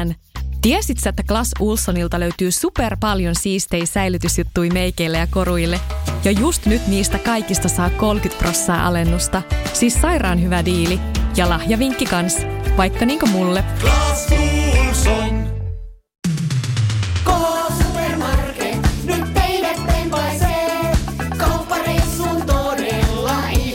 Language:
Finnish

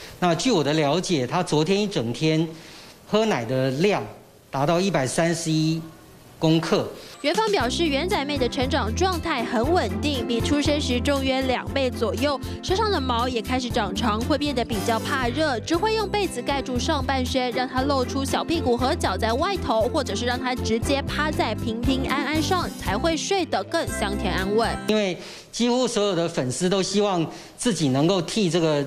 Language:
Chinese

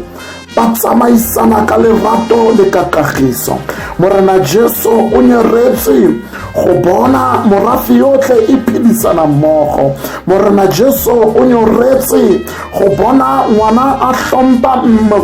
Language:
Tswana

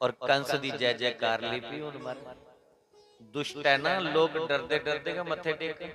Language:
Dogri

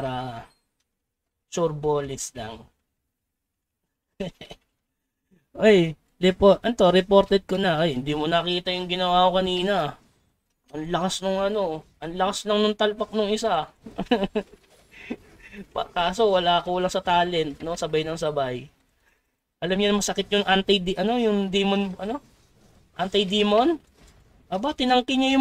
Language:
Filipino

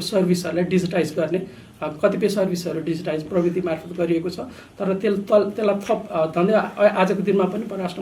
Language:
Nepali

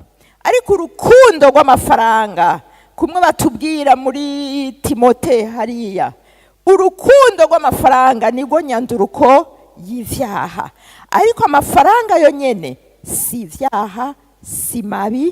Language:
Rundi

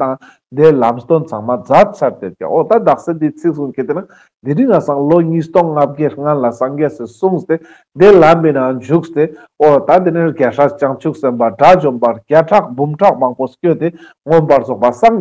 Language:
Ladakhi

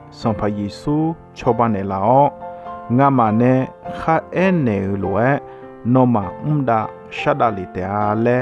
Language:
Akha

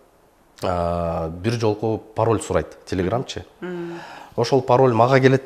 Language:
Kyrgyz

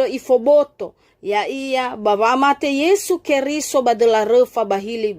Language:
Nias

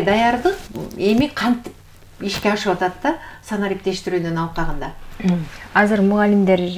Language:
Kyrgyz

